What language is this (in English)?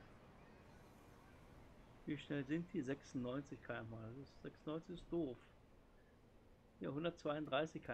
German